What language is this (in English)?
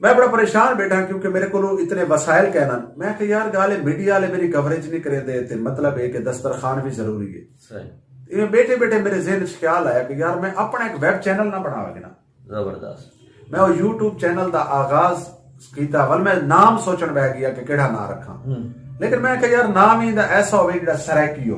Saraiki